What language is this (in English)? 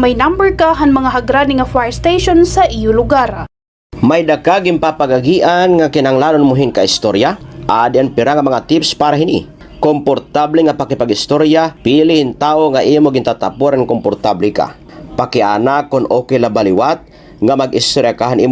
Waray